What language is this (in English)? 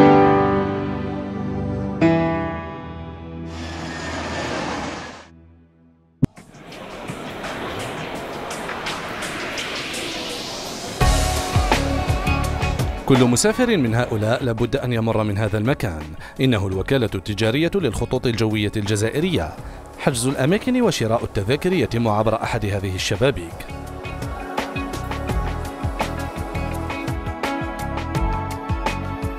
Arabic